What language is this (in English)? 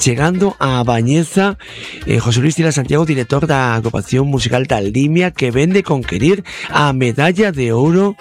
Galician